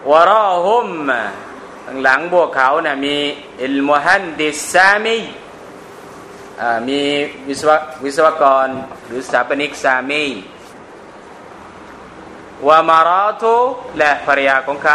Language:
Thai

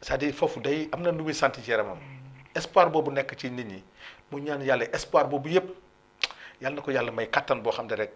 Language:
Wolof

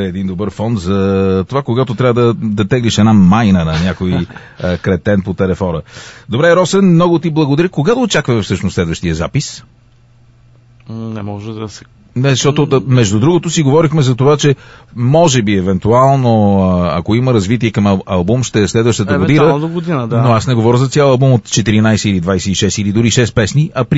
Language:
Bulgarian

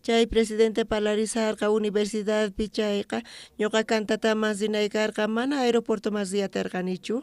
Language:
South Bolivian Quechua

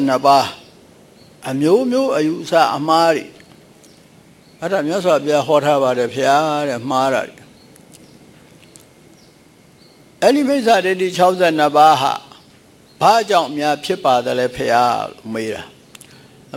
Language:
Burmese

